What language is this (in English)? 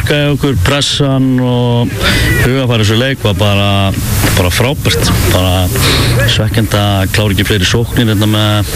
Icelandic